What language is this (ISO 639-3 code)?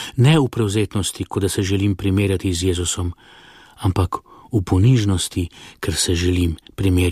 slv